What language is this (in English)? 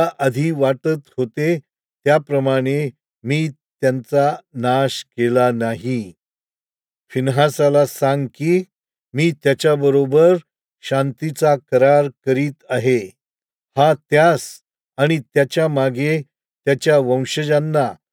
Marathi